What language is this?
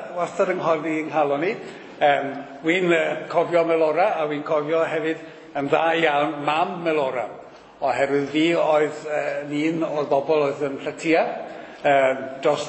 Welsh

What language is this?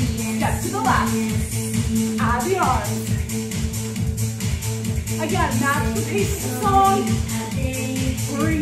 English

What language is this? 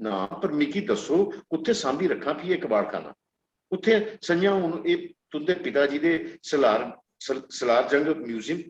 Dogri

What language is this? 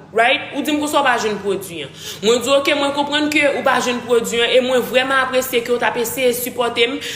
Haitian Creole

